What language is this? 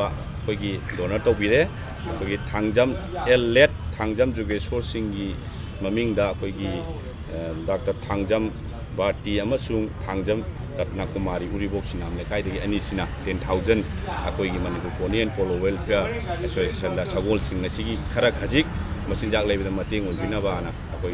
Manipuri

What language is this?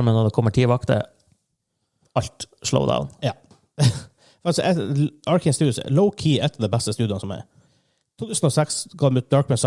Norwegian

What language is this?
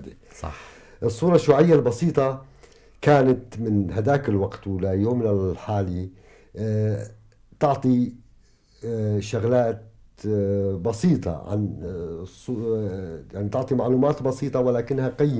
North Levantine Arabic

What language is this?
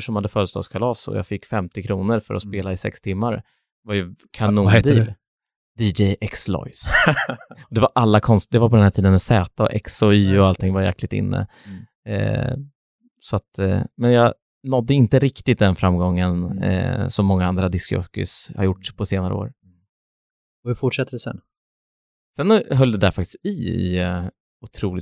Swedish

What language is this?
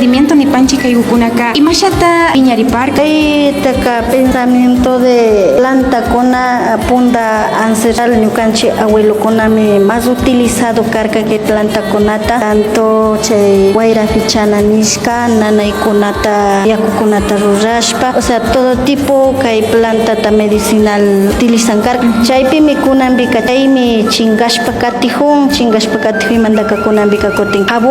Imbabura Highland Quichua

